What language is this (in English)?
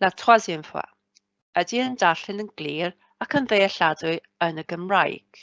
Welsh